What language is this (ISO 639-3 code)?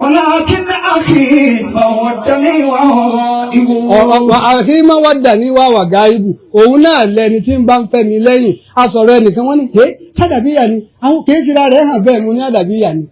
yor